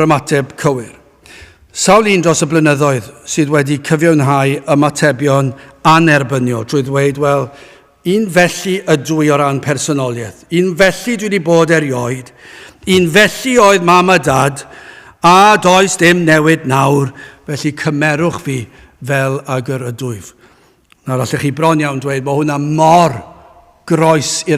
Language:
Welsh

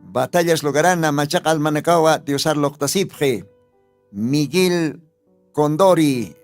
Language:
Aymara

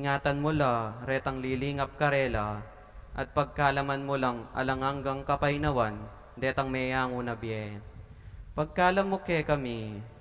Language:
Pampanga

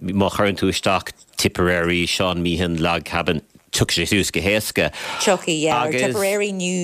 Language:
Irish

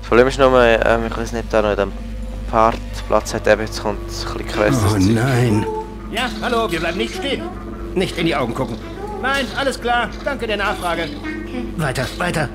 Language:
Swiss German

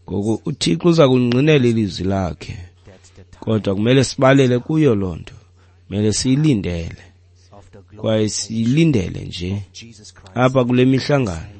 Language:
Xhosa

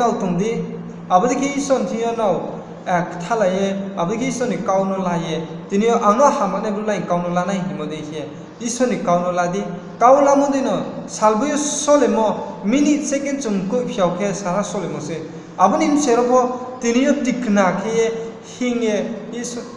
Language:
Riang (India)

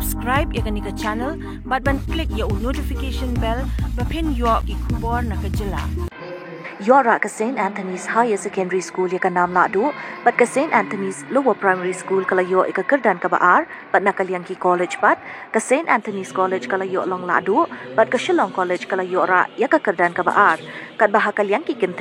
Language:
Khasi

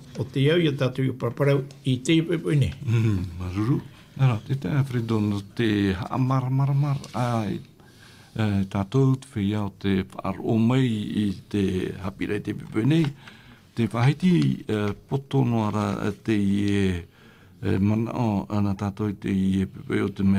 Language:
Tahitian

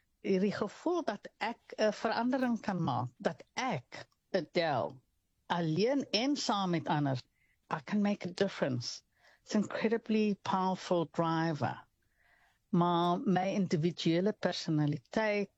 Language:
Afrikaans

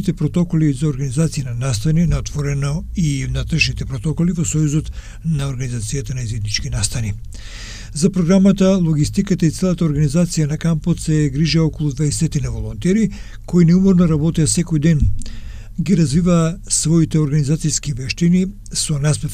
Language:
Macedonian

